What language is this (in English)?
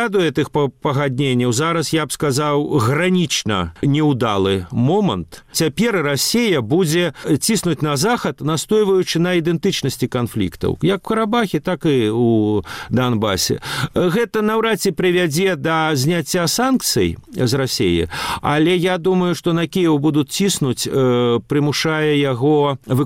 Belarusian